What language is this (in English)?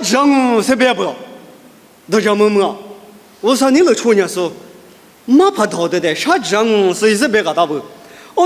Lisu